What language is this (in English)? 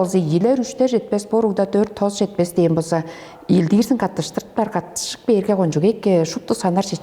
Tuvinian